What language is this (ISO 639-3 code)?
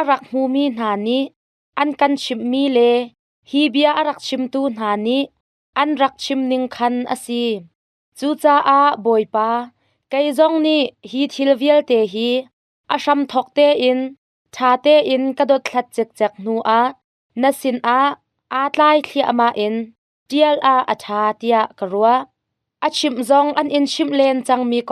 cnh